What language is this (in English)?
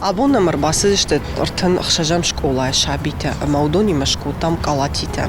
Ossetic